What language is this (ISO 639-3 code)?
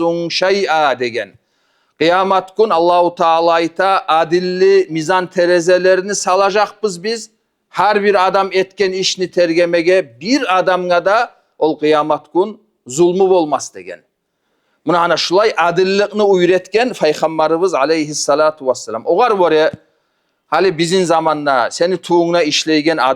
kum